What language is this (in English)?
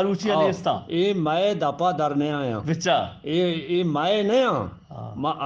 Eastern Balochi